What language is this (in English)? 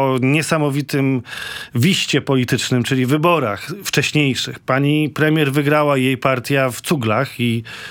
Polish